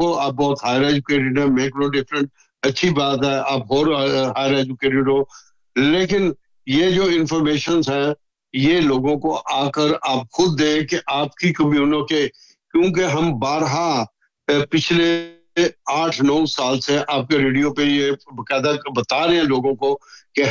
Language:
Urdu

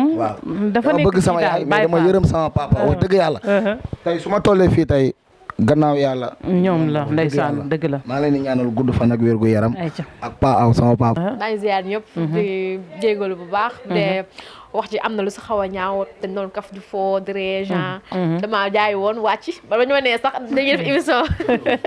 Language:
Wolof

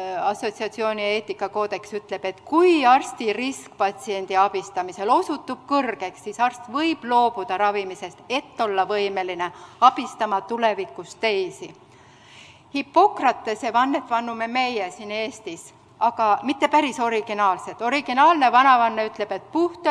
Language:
Estonian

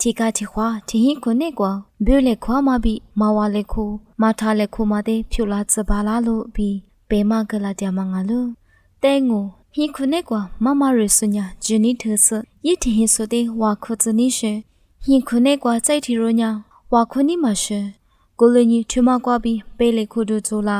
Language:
Lisu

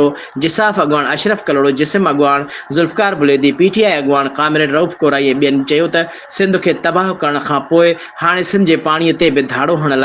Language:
Sindhi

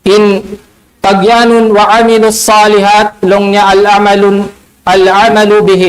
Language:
Tausug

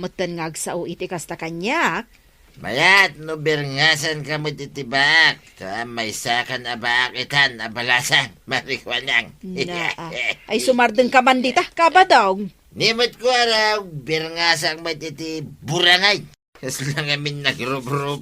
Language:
Iloko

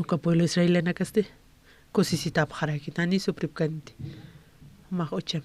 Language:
Aymara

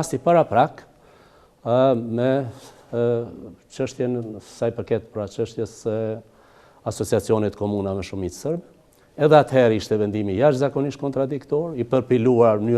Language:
Albanian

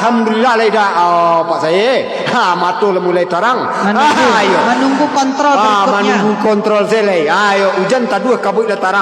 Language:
Minangkabau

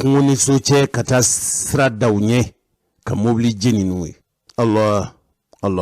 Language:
Bambara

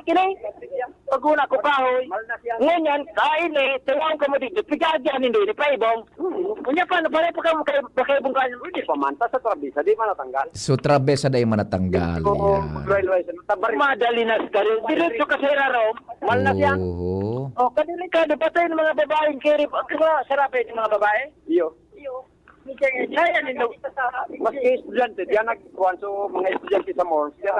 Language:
Bikol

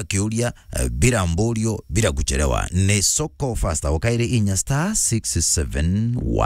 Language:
Meru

